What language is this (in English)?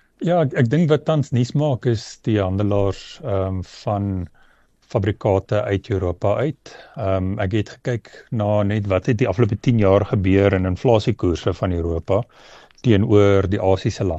Afrikaans